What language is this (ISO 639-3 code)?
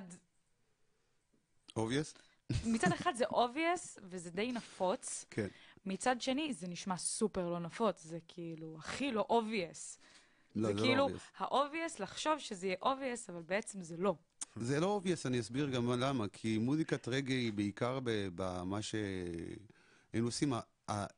heb